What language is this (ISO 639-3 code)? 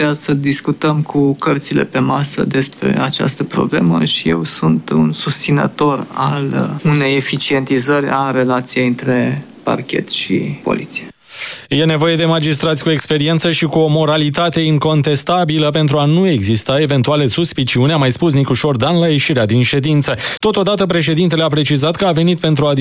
ron